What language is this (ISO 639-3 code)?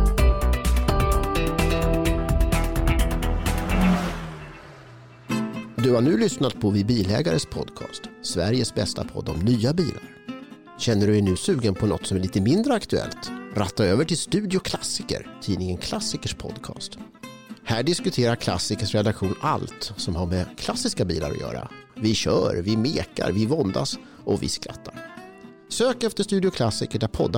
swe